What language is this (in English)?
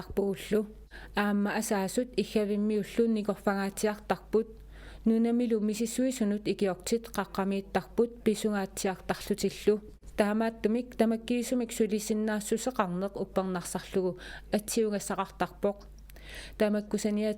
Kalaallisut